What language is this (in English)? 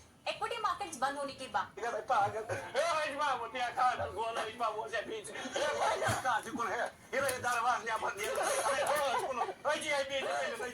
Kashmiri